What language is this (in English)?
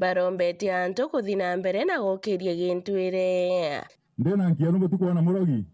Meru